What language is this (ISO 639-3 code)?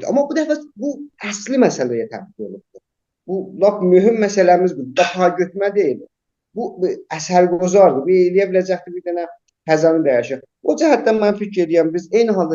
azb